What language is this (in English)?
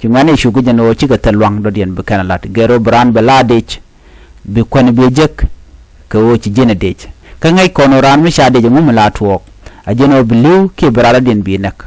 Nuer